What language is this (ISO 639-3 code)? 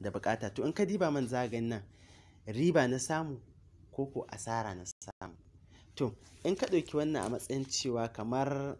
hau